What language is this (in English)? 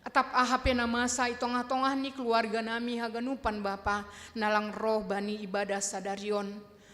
Batak Simalungun